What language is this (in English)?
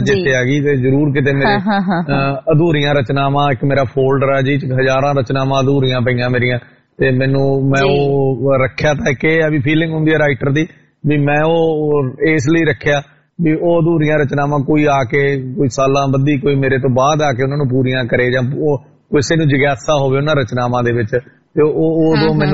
Punjabi